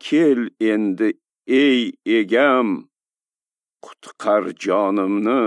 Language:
Uzbek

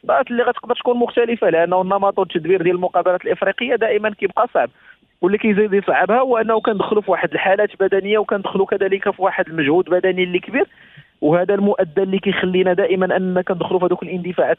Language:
Moroccan Arabic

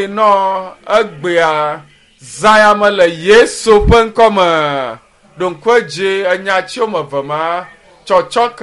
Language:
Ewe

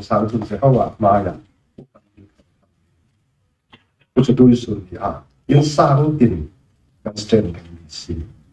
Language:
Falam Chin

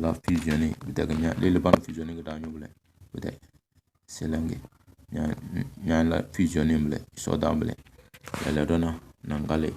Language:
Tem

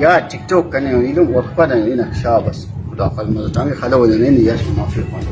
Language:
Brahui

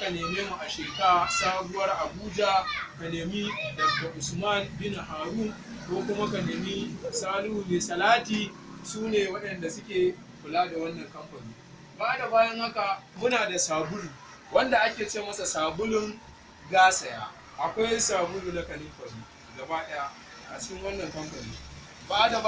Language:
Hausa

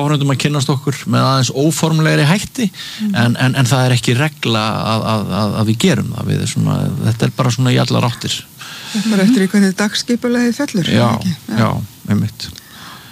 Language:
Icelandic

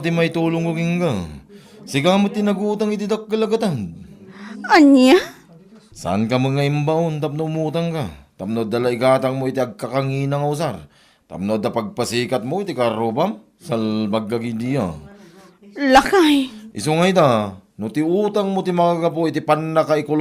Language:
Iloko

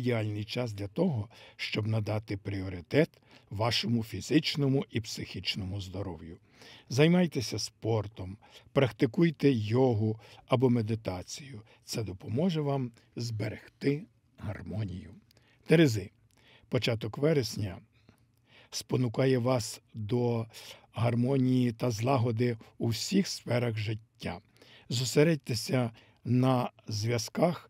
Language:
Ukrainian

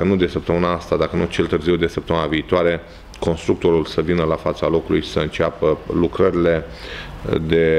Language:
Romanian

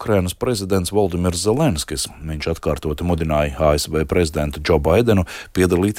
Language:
Latvian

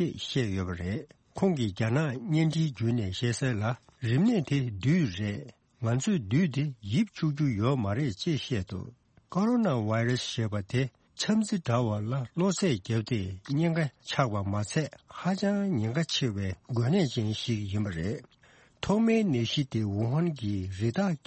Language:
Tibetan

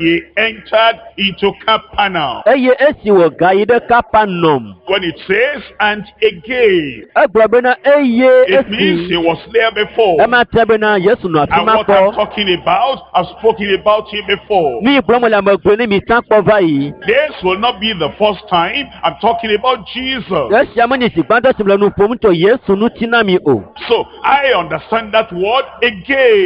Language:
Ewe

